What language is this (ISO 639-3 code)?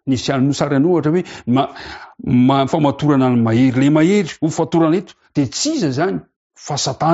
mlg